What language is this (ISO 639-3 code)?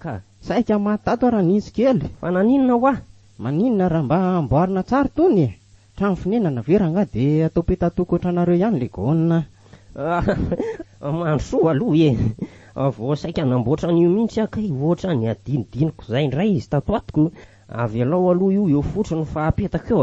mlg